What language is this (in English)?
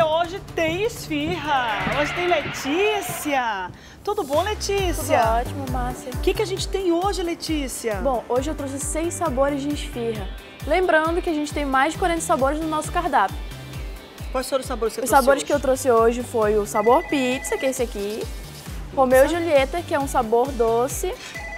Portuguese